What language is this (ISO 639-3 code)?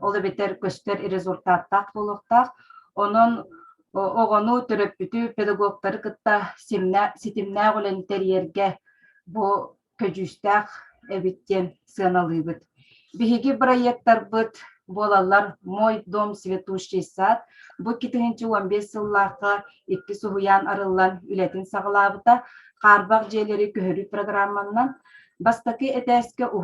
sah